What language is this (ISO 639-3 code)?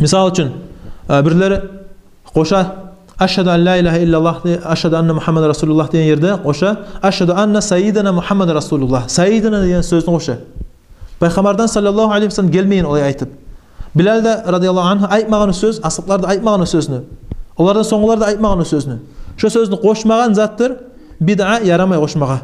kum